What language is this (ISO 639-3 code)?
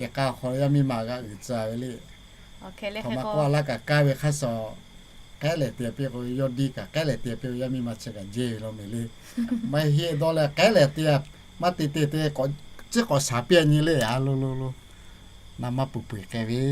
lhu